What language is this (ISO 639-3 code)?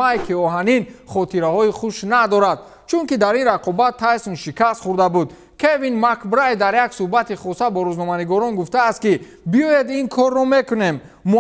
tgk